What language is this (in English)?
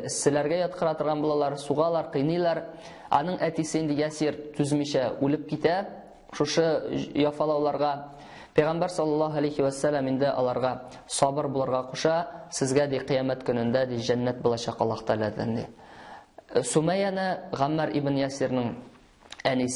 Tatar